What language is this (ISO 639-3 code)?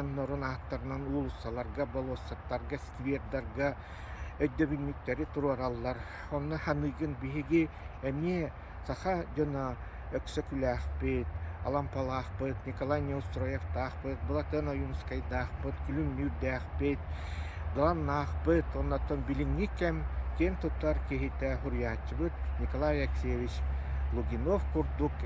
sah